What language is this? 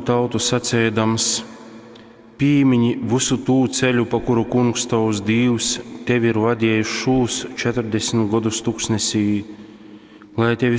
Latgalian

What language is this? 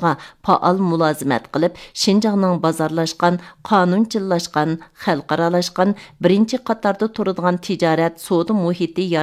Uyghur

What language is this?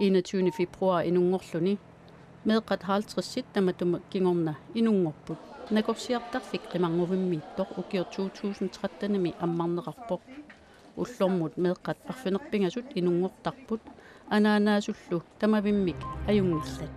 Kalaallisut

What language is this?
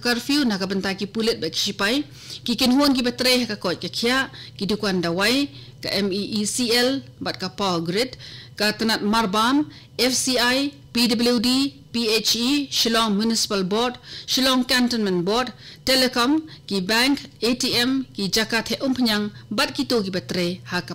Khasi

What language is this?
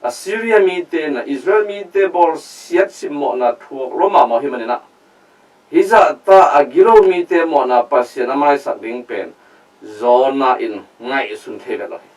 Tedim Chin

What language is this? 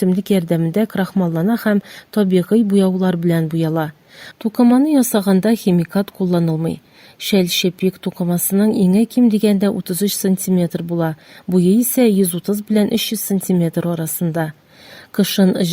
Tatar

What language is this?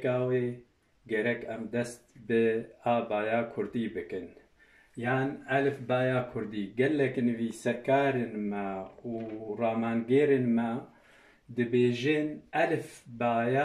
Kurdish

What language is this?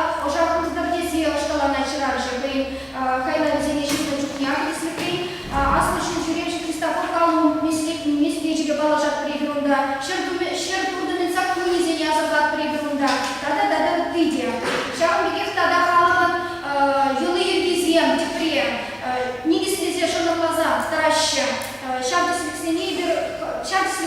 Chuvash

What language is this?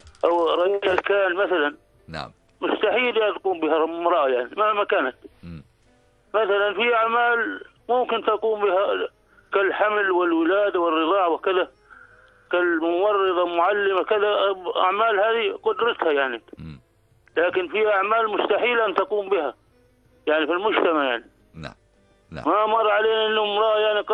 North Levantine Arabic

